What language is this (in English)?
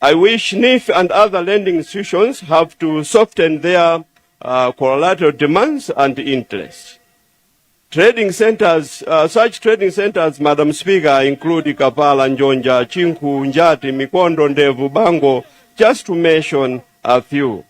Nyanja